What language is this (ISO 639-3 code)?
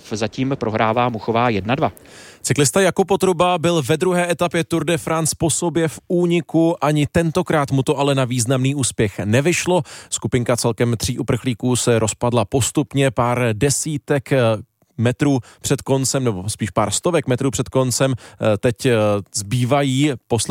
ces